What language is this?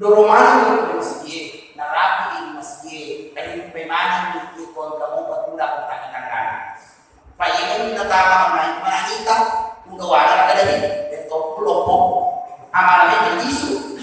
Buginese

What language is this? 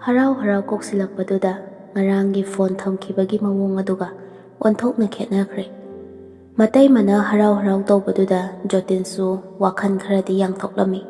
Manipuri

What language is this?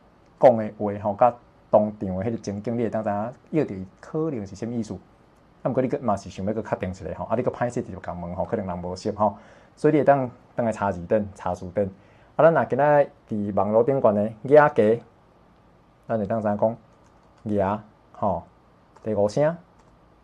Min Nan Chinese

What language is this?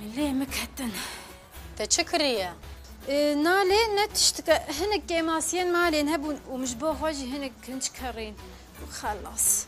Kurdish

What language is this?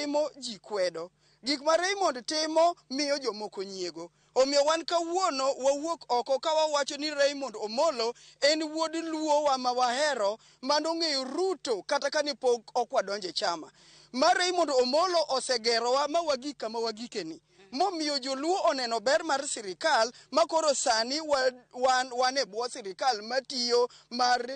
Luo (Kenya and Tanzania)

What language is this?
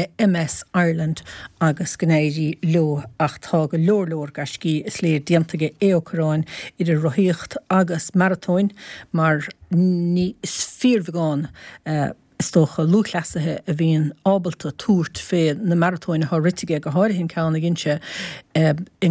Irish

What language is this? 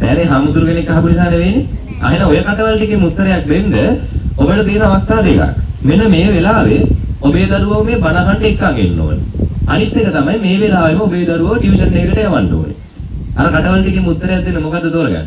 Sinhala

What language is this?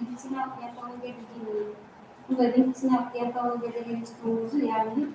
Kara-Kalpak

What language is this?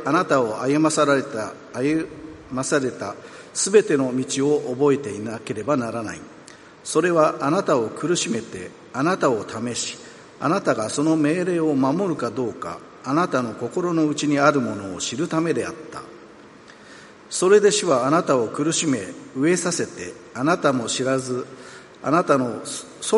Japanese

